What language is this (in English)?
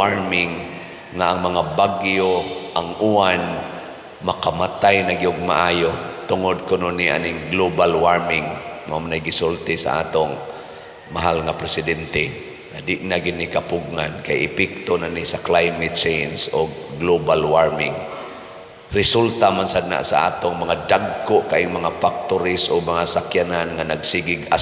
Cebuano